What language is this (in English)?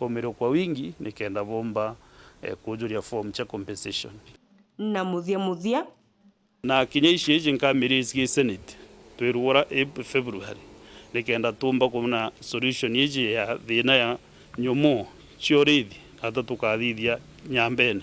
Meru